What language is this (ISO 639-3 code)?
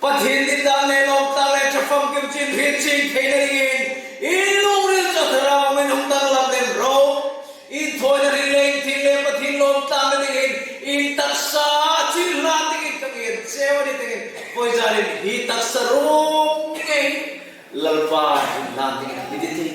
hmr